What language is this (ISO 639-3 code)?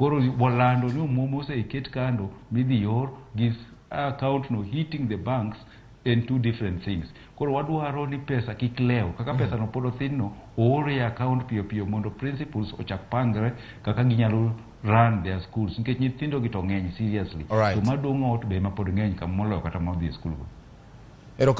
luo